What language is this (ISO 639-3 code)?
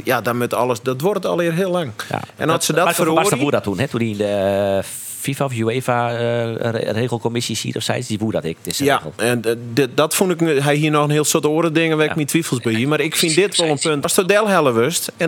fry